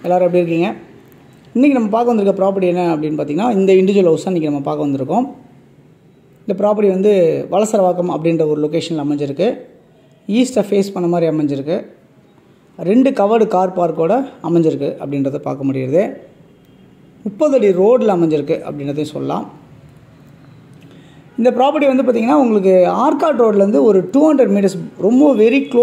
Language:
Tamil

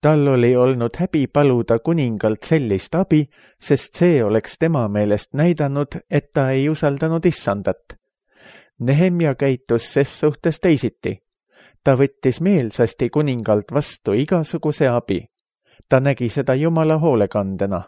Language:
Estonian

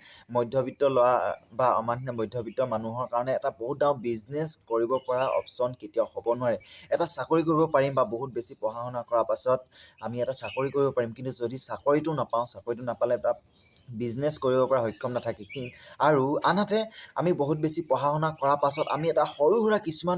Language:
Assamese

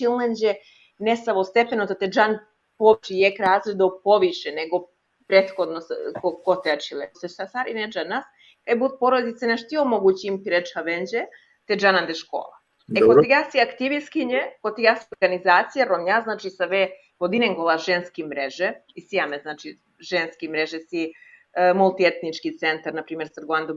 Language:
Balkan Romani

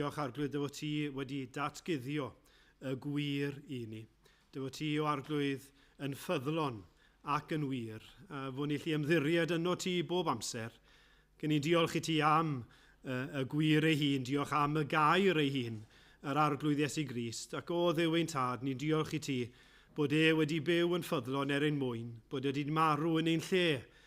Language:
Welsh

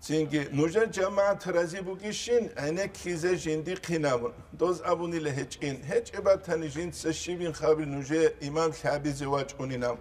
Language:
Avaric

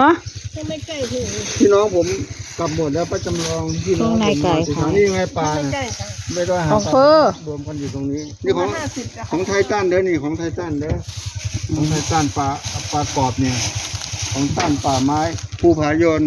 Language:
Northeastern Thai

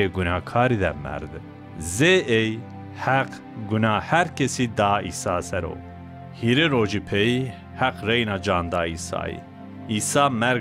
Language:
Zaza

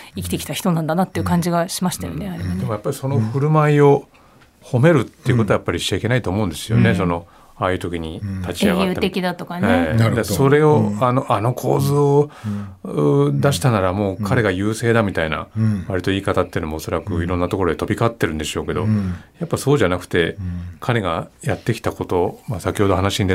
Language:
Japanese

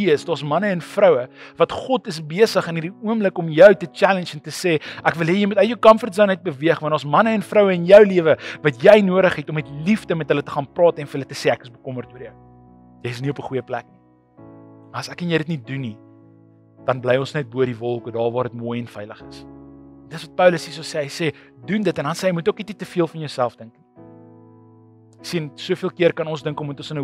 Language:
Afrikaans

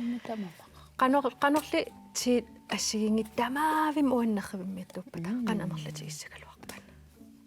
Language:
Kalaallisut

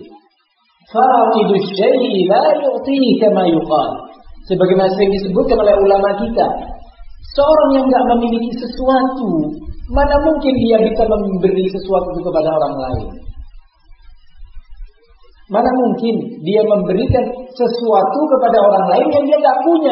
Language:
Indonesian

